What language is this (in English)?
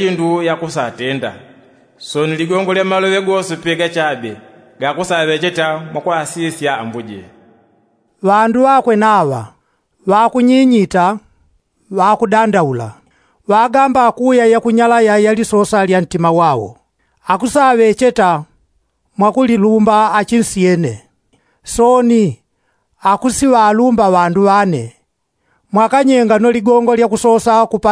Yao